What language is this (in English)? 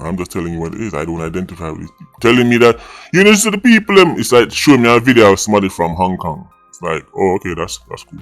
Jamaican Creole English